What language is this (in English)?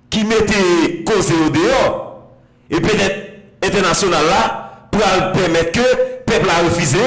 Haitian Creole